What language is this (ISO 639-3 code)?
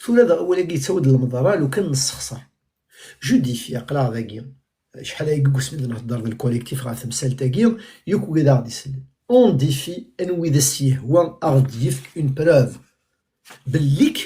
kab